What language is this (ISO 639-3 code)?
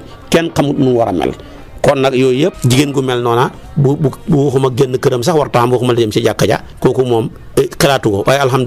wol